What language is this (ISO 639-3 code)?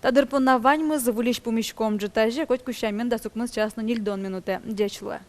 udm